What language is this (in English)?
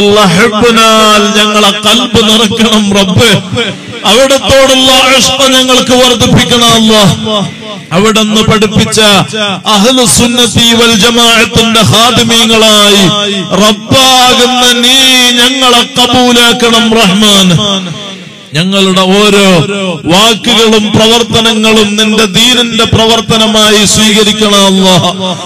Malayalam